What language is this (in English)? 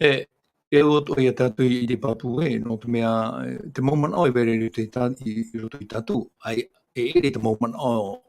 Tahitian